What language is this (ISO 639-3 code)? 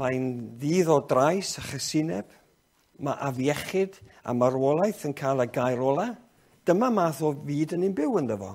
cym